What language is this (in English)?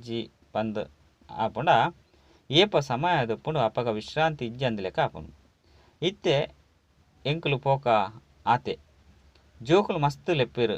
Tulu